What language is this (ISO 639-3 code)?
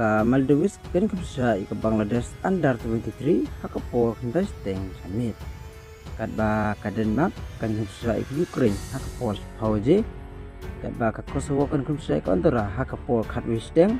kha